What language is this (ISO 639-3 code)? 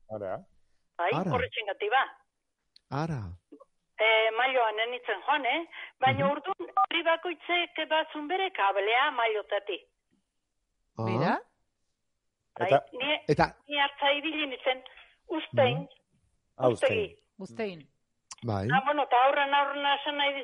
eus